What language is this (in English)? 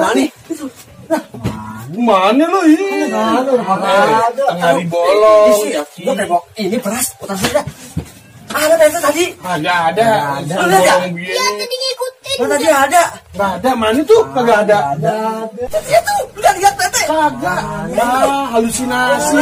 Betawi